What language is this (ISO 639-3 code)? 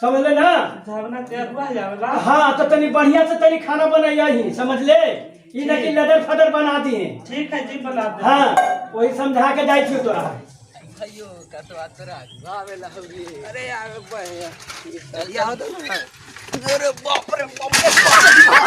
mag